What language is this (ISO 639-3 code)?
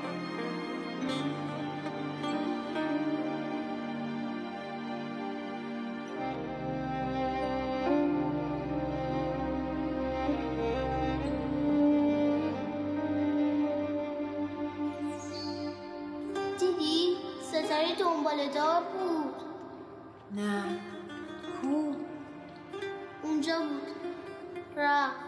fas